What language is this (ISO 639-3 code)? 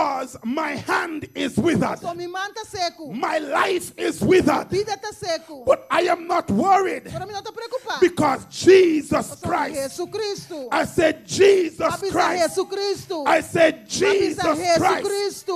pap